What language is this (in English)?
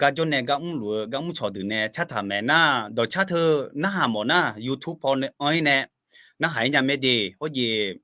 Akha